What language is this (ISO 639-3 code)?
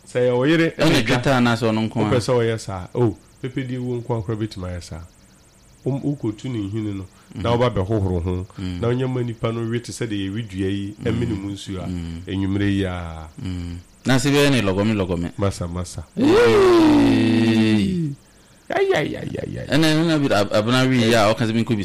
aka